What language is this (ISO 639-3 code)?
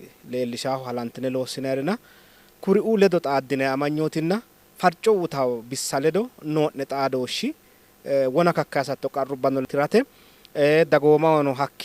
sid